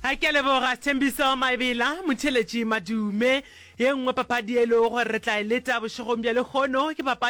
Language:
Northern Sotho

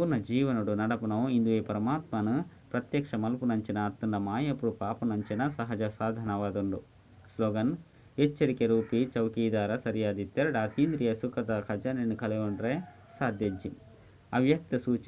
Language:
Tulu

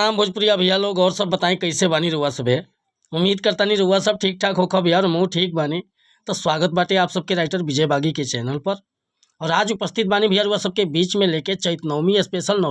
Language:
Bhojpuri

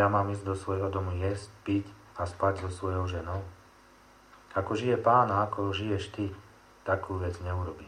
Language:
Slovak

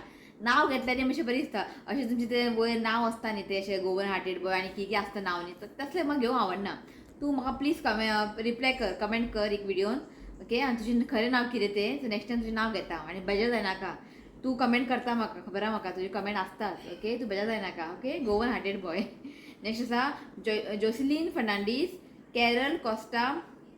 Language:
Konkani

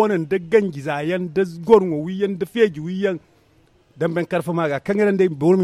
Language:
Zarma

